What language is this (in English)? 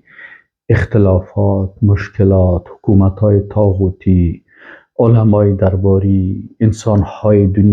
Persian